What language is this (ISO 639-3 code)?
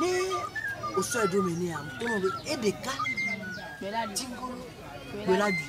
ewe